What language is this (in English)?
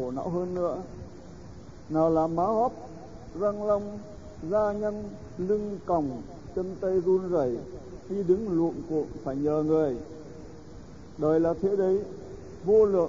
Vietnamese